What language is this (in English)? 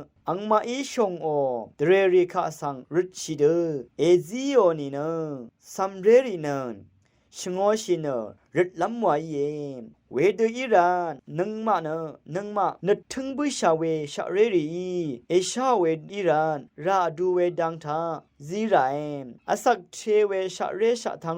Rawang